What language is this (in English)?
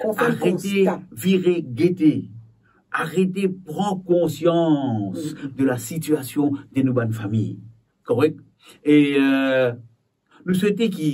Morisyen